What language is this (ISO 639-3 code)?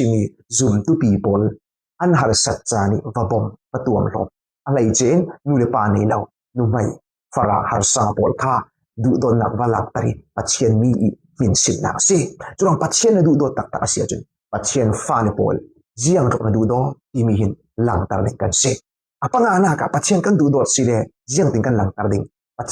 cfm